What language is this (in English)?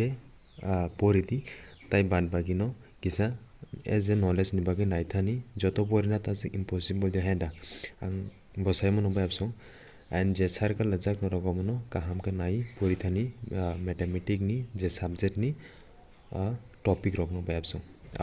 Kok Borok